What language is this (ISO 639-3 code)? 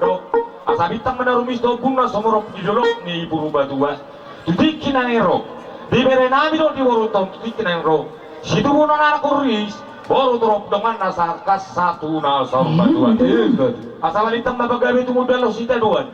bbc